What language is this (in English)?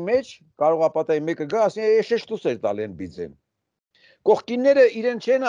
Armenian